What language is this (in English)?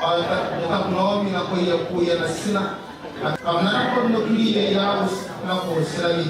Gilbertese